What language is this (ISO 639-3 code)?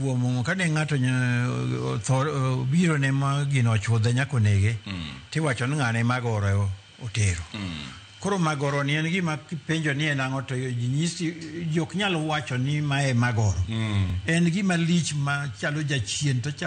luo